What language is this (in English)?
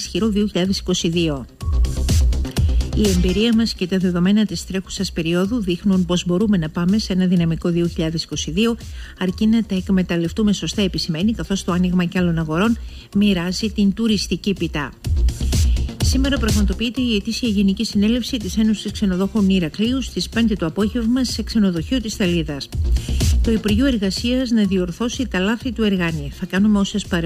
Greek